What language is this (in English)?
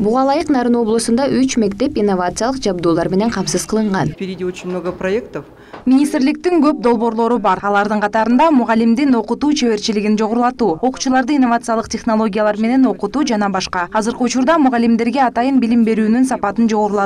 Kyrgyz